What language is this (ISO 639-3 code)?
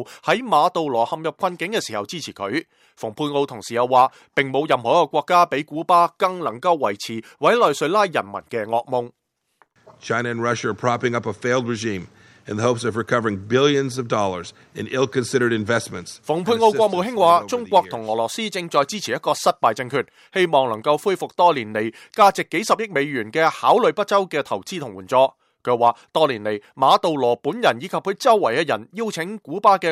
yue